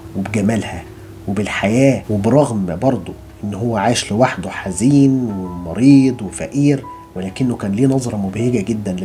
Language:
Egyptian Arabic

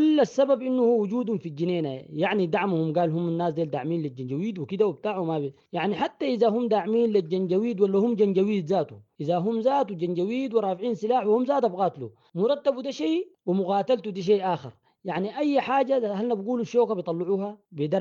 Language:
Sudanese Arabic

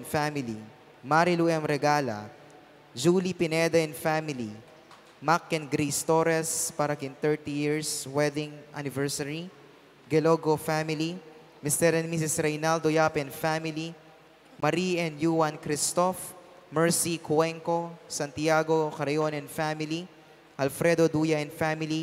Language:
Pampanga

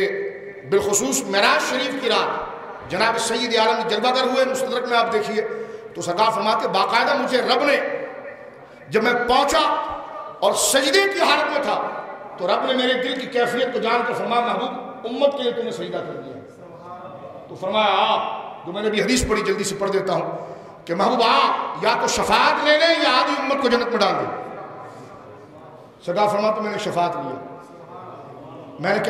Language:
Urdu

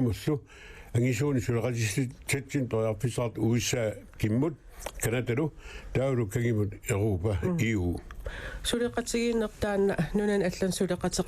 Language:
Kalaallisut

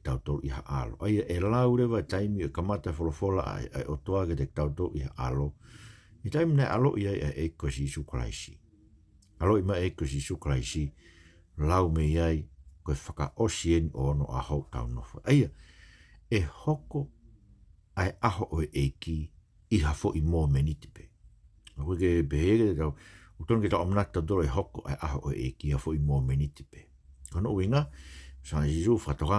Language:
Tongan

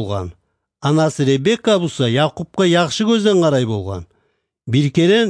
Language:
Kumyk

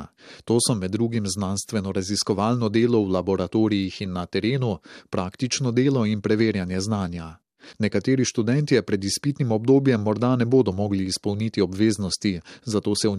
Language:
Slovenian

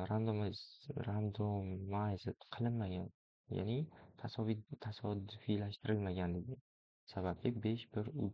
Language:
Uzbek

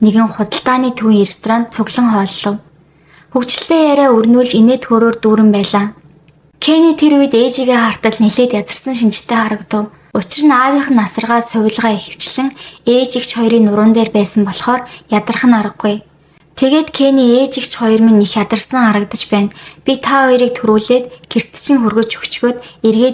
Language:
Mongolian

